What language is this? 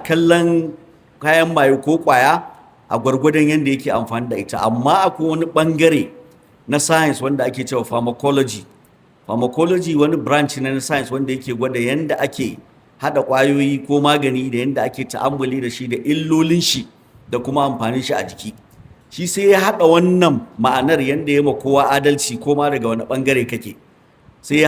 Hausa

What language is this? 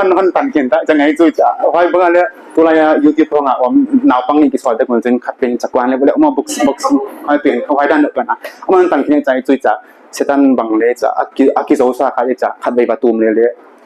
Paite Chin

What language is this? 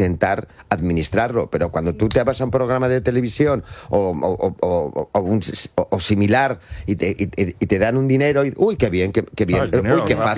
Spanish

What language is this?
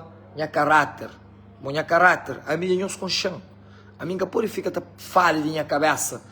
Kabuverdianu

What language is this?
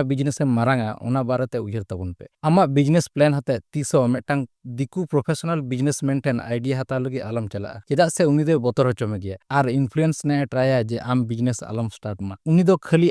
Santali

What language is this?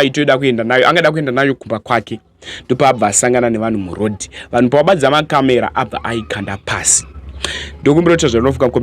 Shona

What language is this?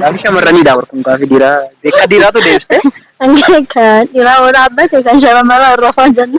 Oromo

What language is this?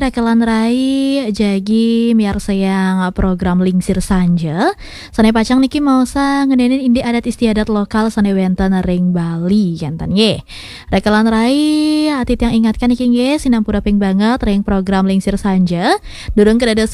Balinese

